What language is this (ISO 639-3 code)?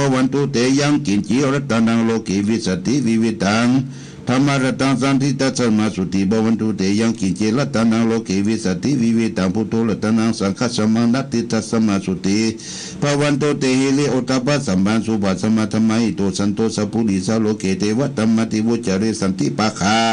pli